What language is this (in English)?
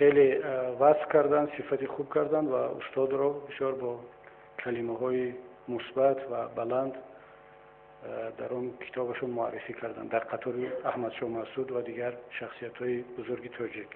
Tajik